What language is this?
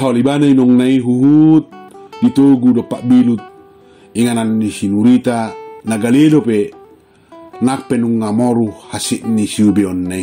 Batak Toba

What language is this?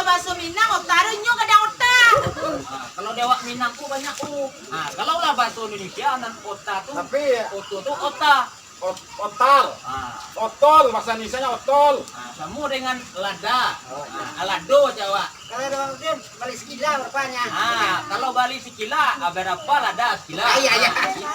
Minangkabau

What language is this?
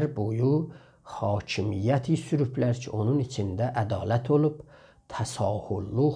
South Azerbaijani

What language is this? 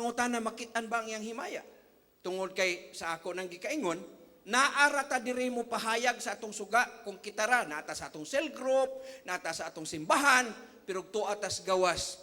Cebuano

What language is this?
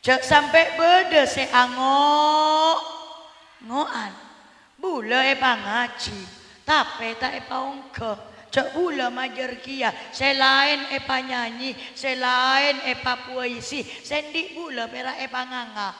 Madurese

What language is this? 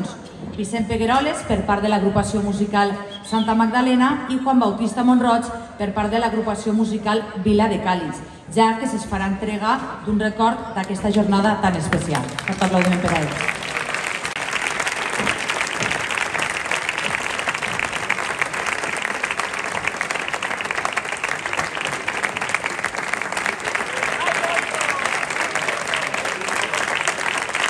Catalan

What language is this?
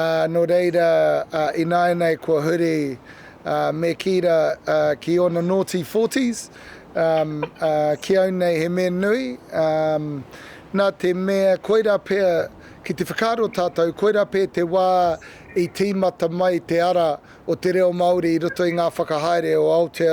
Māori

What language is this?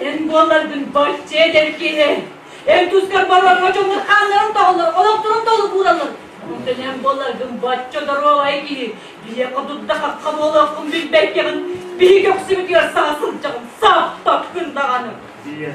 Yakut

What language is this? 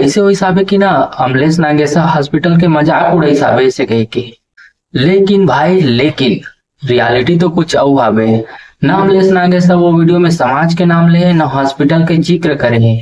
Chhattisgarhi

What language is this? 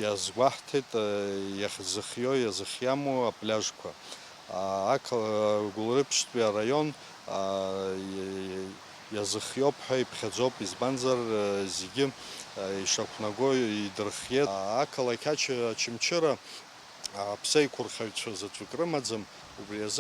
Abkhazian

